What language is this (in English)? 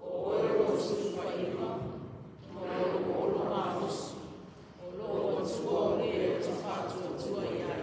Samoan